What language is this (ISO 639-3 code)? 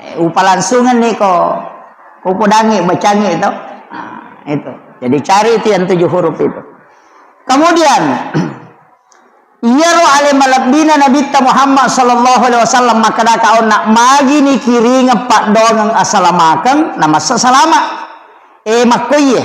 bug